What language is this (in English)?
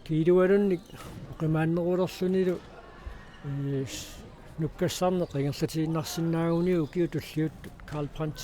Kalaallisut